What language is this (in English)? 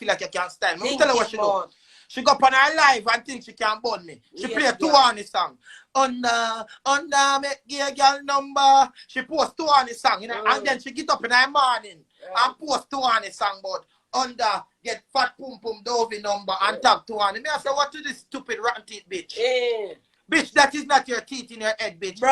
Jamaican Creole English